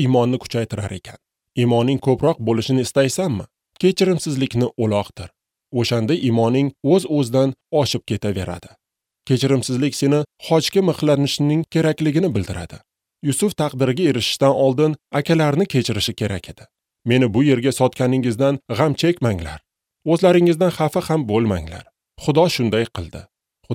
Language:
Uzbek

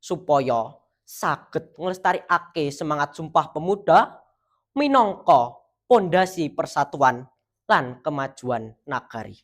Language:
Javanese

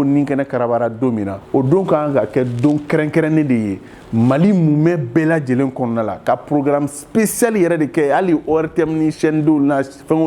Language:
Bambara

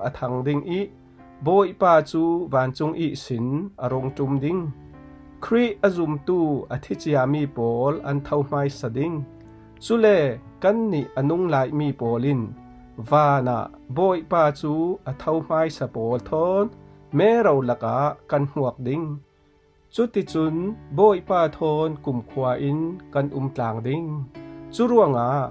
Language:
Falam Chin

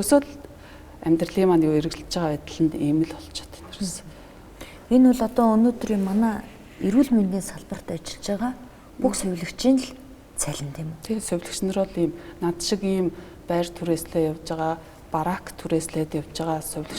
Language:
Mongolian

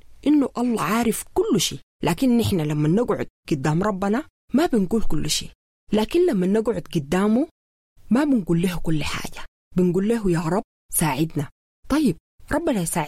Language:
Sudanese Arabic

